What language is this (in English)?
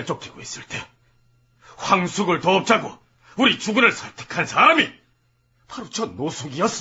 Korean